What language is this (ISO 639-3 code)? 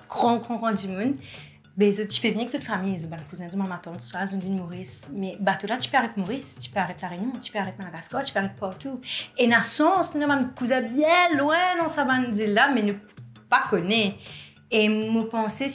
mfe